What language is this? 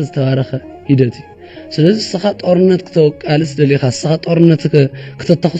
Tigrinya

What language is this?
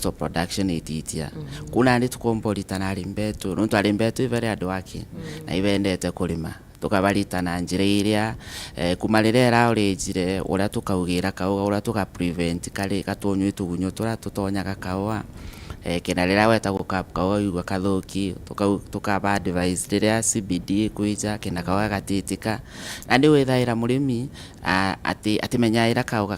Meru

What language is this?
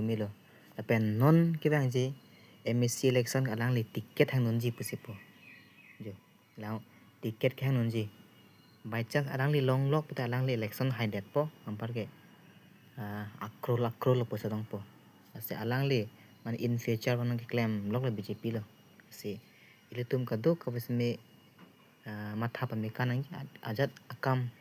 Karbi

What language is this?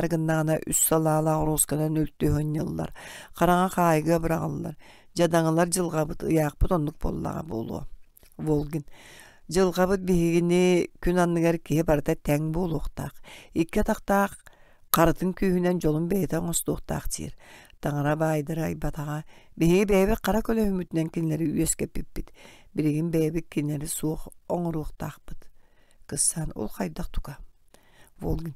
Yakut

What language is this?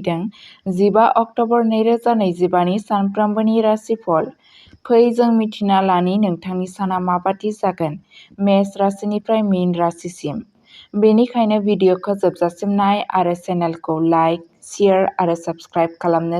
Bodo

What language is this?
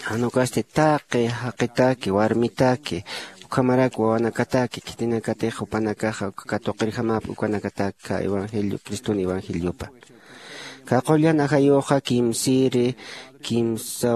Aymara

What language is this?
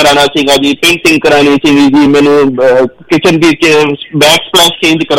Punjabi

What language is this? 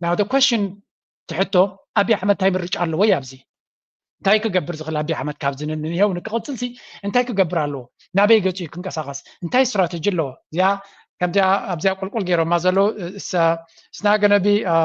Tigrinya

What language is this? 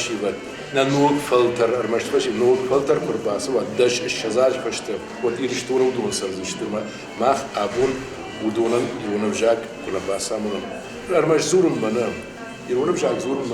Ossetic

